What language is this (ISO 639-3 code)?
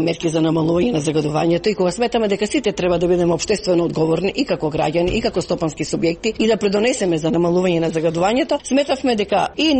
mkd